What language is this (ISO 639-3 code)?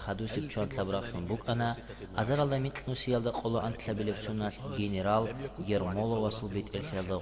ava